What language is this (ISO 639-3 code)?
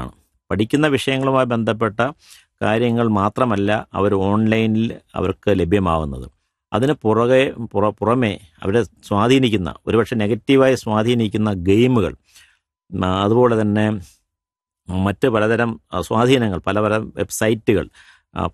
mal